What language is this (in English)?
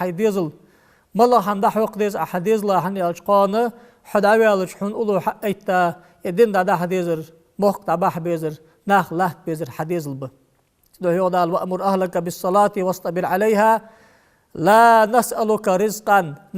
Ingush